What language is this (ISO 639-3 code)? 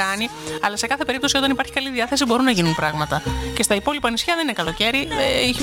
ell